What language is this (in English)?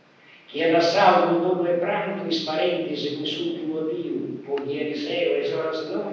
Sardinian